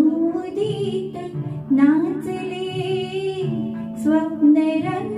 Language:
Marathi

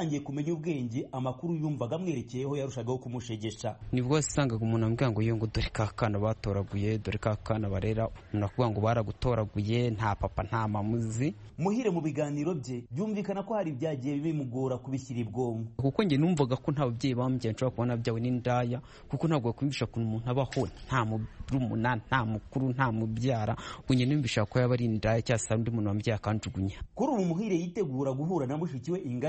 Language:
Kinyarwanda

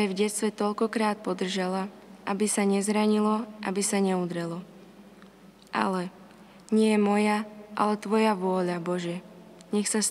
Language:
Slovak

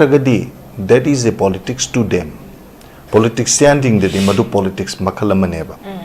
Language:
Manipuri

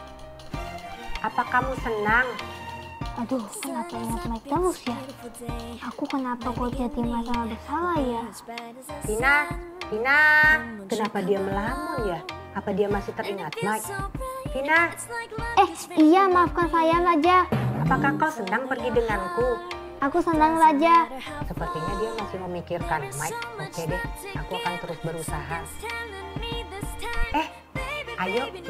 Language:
Indonesian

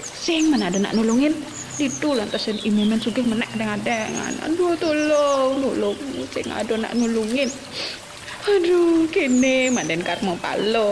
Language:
Balinese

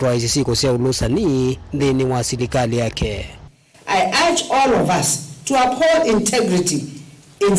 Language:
Kamba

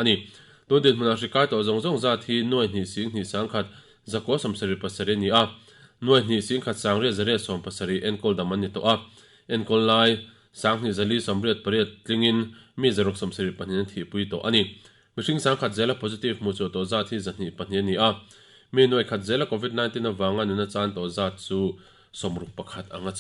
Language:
Mizo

